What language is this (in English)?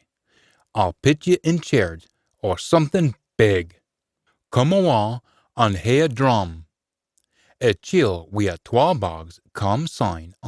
Scots